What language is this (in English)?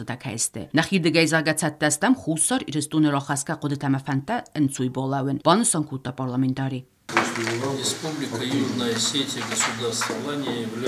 Ossetic